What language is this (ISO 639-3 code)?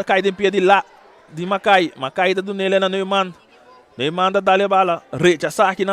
pap